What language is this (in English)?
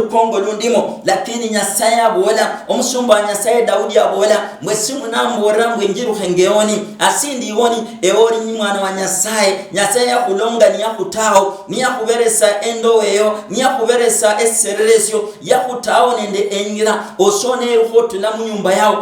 Luyia